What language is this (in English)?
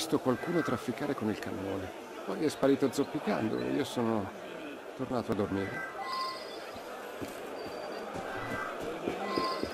Italian